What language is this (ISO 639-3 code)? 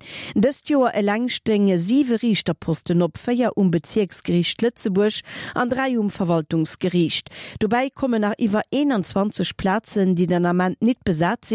ltz